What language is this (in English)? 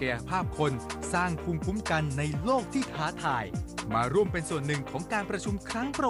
Thai